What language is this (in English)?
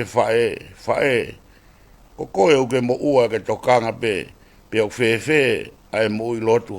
Tongan